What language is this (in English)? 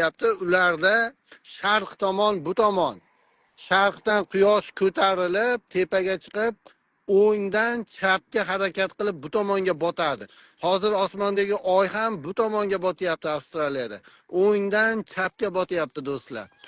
Uzbek